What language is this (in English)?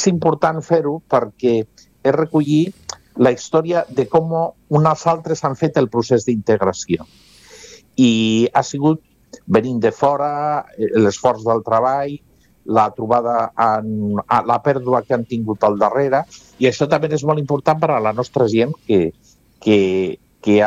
Catalan